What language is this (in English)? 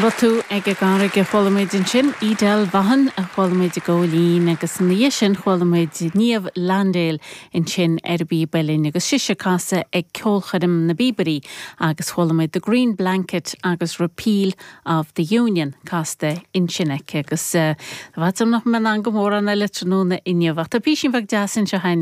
Irish